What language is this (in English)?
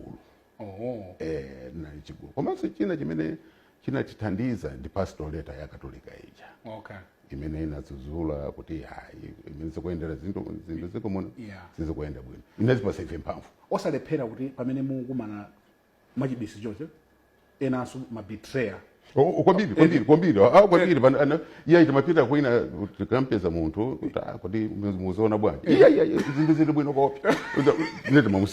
Nyanja